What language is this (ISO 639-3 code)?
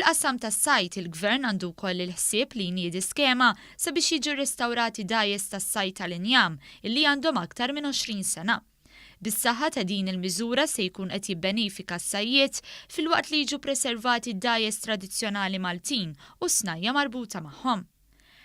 mlt